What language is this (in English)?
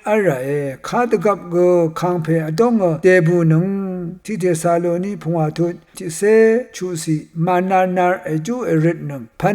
Rawang